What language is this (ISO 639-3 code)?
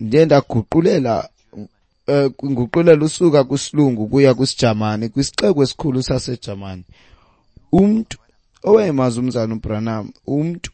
xho